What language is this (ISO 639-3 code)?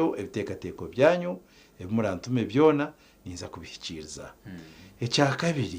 nyn